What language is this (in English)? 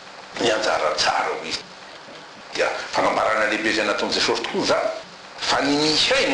Malagasy